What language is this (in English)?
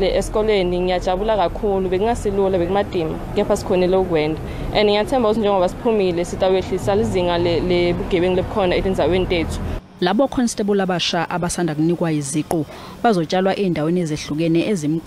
Zulu